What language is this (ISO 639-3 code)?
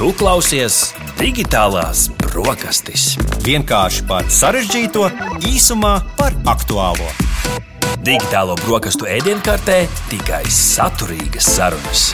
lav